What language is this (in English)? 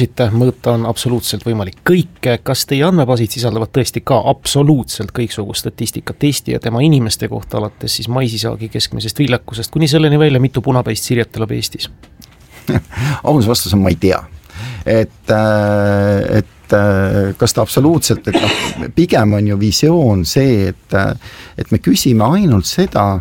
Estonian